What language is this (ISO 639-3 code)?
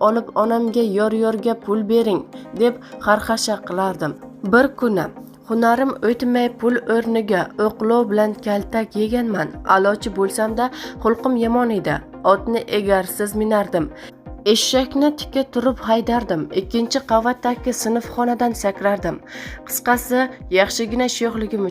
uzb